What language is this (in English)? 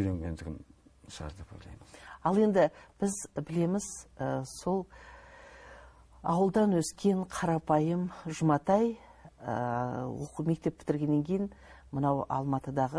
Kazakh